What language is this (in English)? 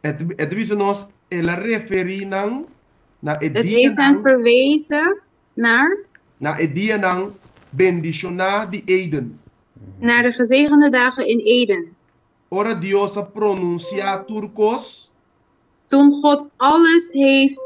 Papiamento